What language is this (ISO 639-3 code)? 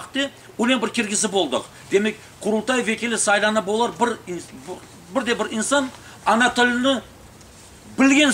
crh